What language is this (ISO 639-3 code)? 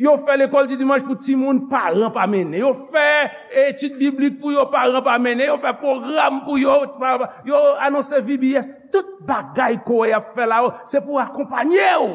hat